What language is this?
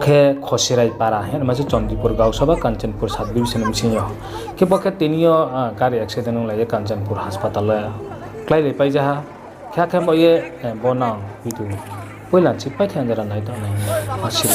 Riang (India)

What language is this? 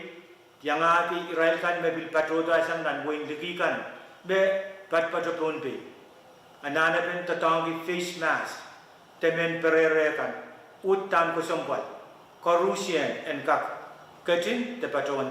Pohnpeian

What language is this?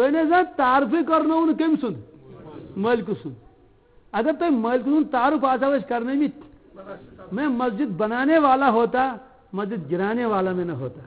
Kashmiri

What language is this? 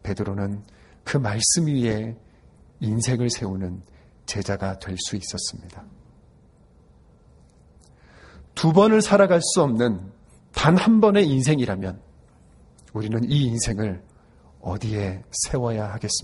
Korean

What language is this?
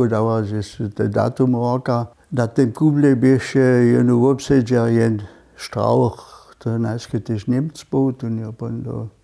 Upper Sorbian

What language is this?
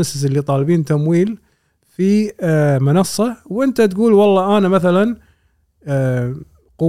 Gulf Arabic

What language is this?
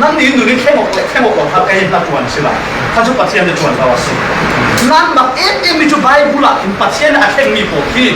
Falam Chin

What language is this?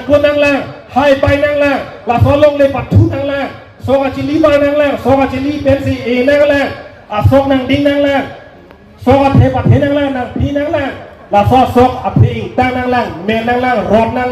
Karbi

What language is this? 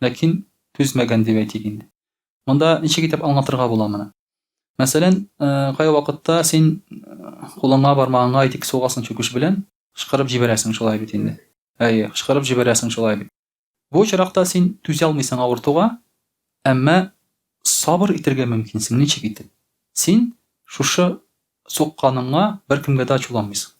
Tatar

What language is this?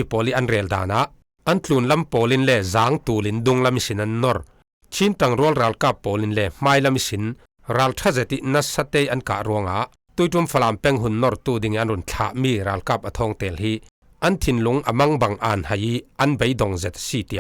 Falam Chin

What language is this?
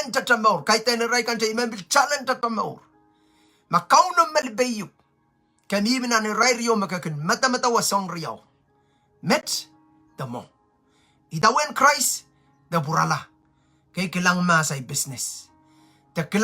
Pohnpeian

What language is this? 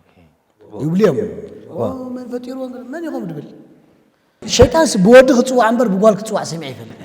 Tigrinya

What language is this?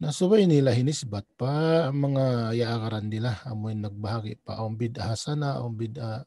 Tausug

